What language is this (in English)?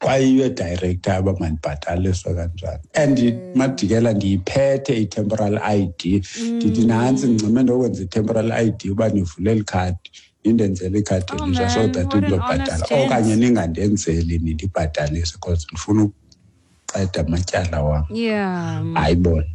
Xhosa